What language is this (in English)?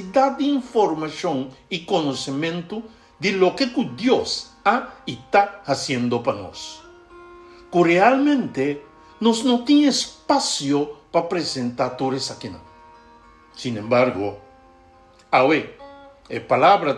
Papiamento